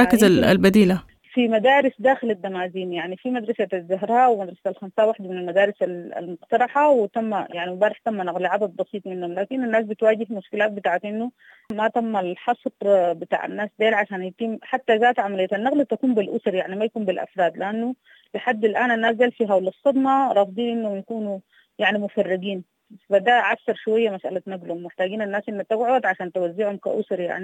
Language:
Sudanese Arabic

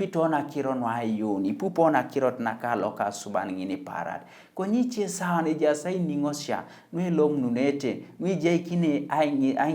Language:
Teso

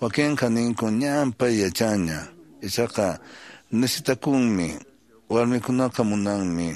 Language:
Quechua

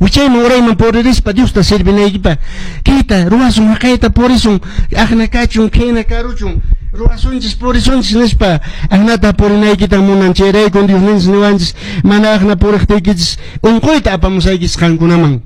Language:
Quechua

